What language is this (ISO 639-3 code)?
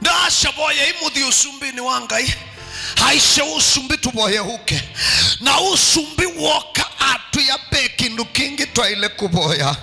kam